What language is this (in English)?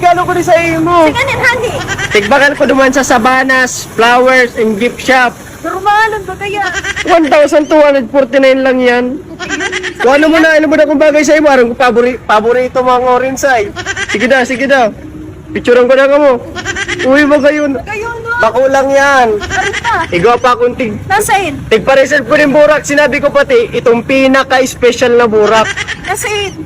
Bikol